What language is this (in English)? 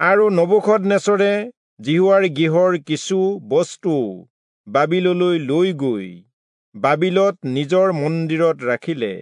Assamese